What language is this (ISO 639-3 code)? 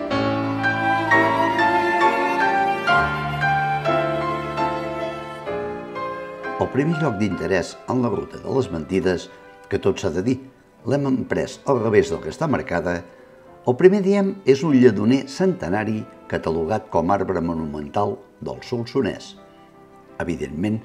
cat